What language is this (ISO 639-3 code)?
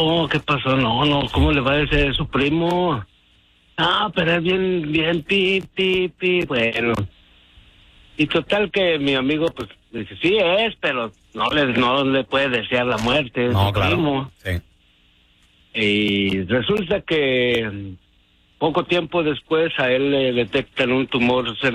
spa